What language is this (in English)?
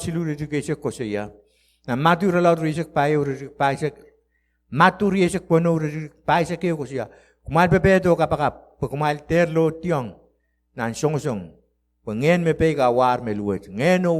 Pohnpeian